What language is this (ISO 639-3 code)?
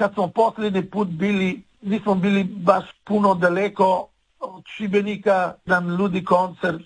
hrv